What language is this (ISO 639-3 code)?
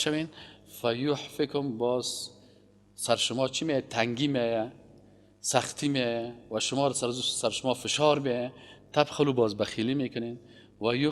fas